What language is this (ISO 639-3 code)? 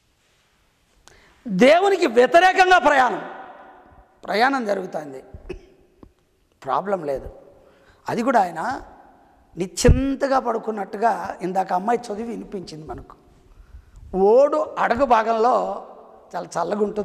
tel